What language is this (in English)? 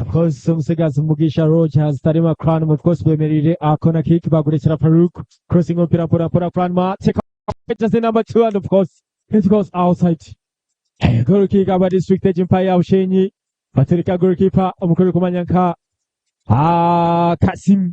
Nyankole